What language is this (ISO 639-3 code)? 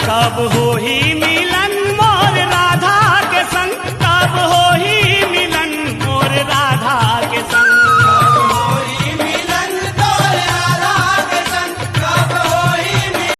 hne